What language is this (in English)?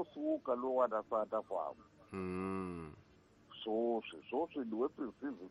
Tsonga